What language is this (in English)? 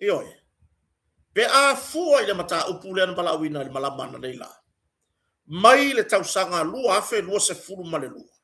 Samoan